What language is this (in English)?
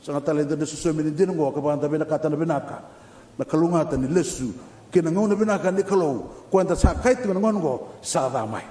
Fijian